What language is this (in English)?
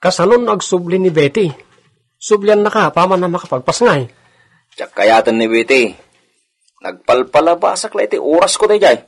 Iloko